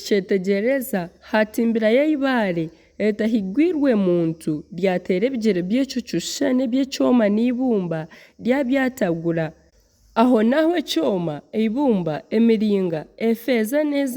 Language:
Nyankole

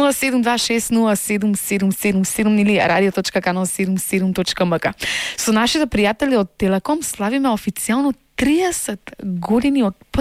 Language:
Macedonian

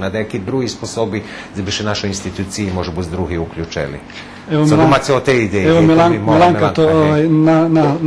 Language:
Rusyn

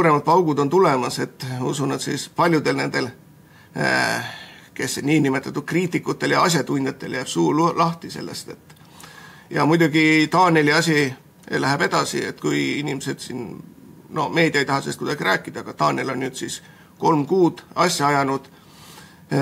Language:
Estonian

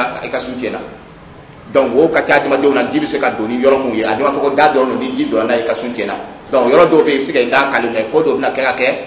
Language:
Dyula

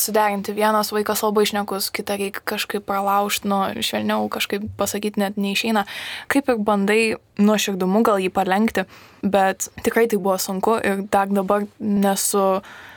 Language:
Lithuanian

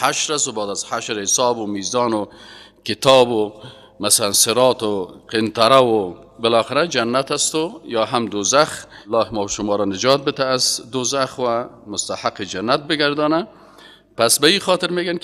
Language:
Persian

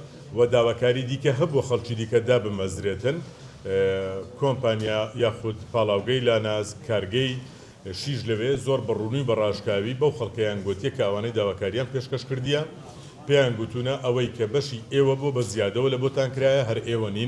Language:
Central Kurdish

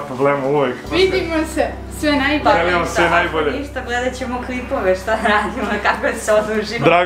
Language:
Serbian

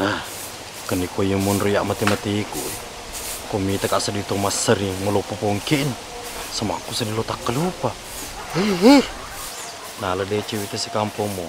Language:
Buginese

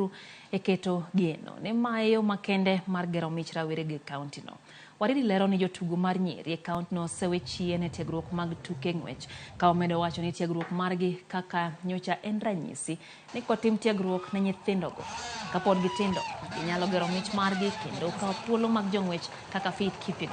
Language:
Luo (Kenya and Tanzania)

